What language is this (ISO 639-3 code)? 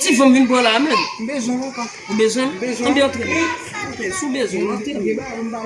hat